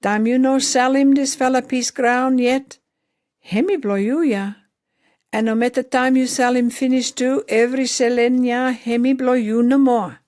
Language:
Pijin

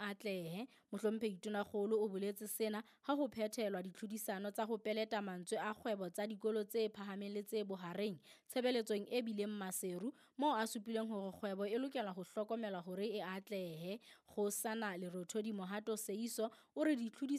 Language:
Southern Sotho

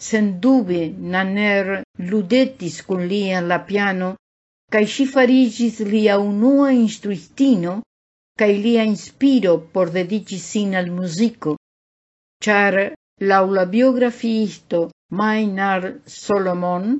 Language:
Esperanto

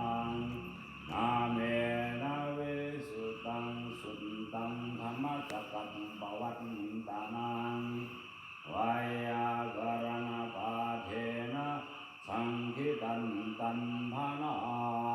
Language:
Pali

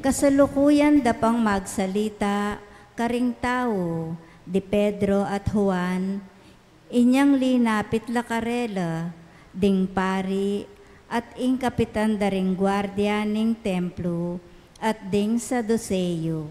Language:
Pampanga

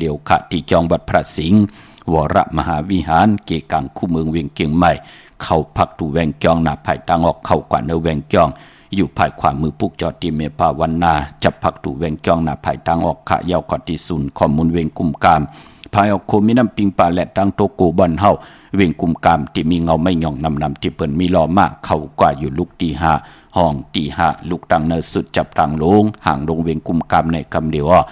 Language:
Shan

